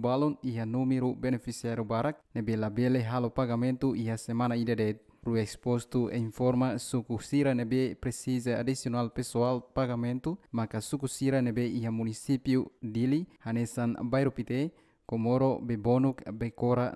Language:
Tetum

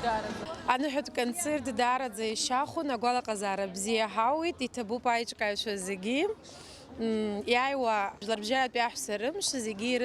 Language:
Abkhazian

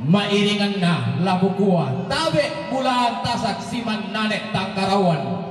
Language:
Toraja-Sa'dan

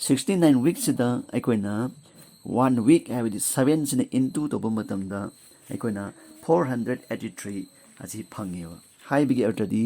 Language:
Manipuri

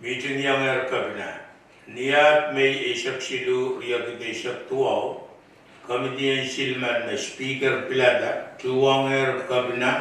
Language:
Pohnpeian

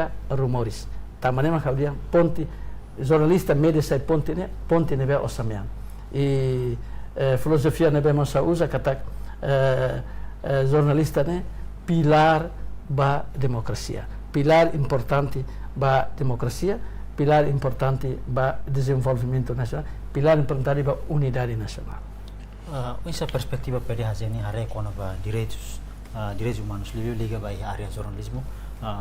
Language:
Tetum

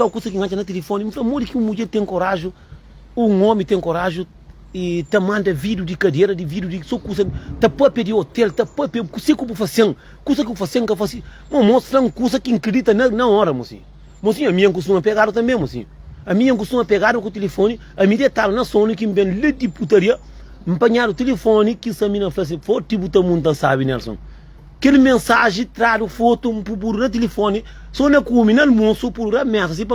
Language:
Kabuverdianu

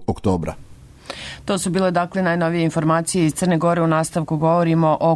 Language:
Serbian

